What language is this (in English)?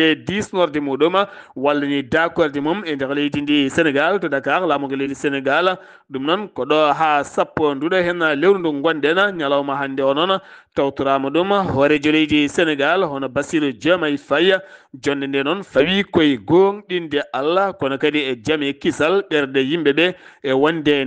Fula